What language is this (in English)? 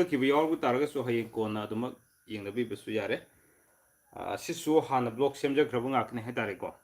Manipuri